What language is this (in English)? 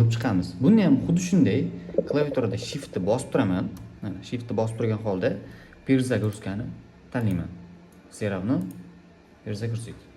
Uzbek